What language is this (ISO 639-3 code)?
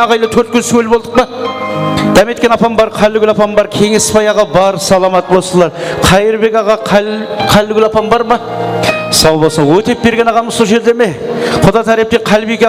kaa